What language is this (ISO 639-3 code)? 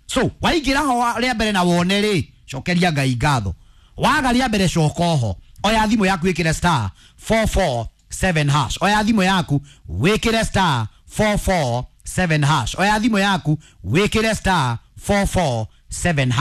kik